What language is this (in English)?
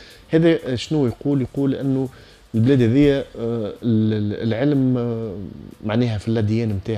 Tunisian Arabic